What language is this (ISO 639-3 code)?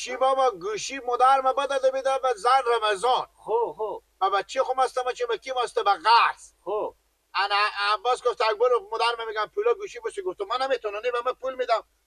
fas